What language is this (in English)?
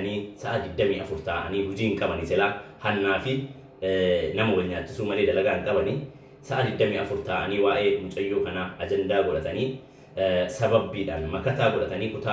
Oromo